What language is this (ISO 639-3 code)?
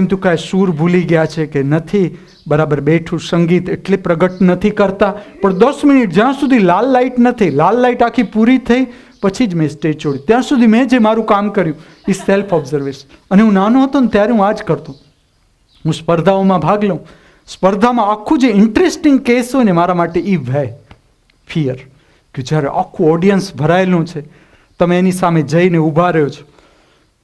guj